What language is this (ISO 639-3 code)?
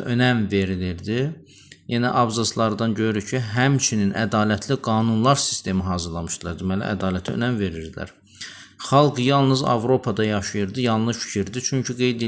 aze